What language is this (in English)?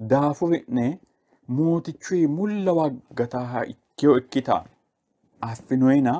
Sidamo